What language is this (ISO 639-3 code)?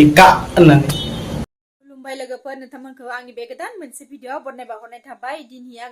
brx